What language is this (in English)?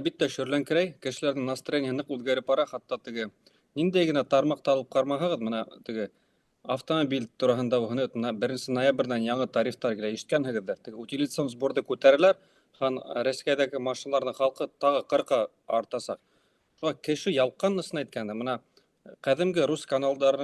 Bashkir